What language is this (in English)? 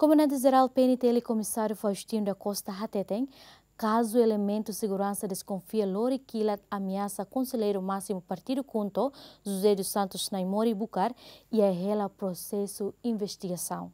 Tetum